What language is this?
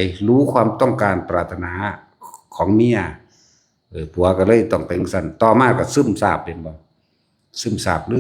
Northeastern Thai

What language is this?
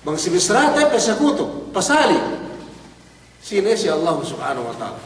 Yakan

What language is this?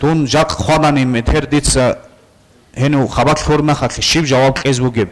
Avaric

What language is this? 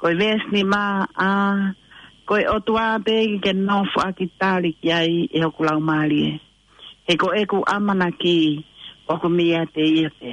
Tongan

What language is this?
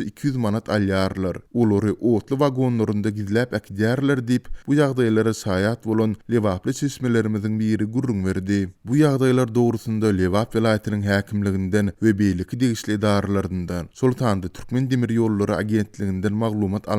Turkmen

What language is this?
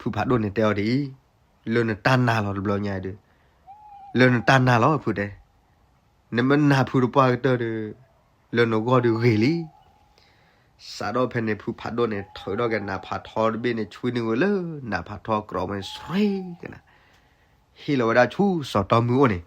S'gaw Karen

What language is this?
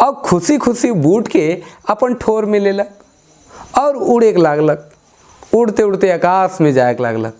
Sadri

